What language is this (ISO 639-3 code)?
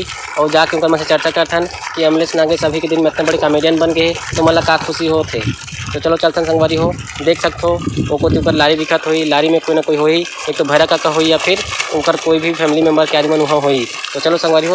hne